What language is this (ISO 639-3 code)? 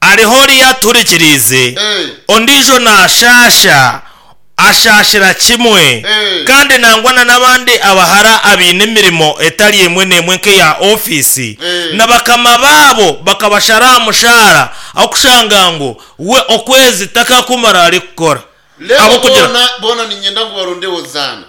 nyn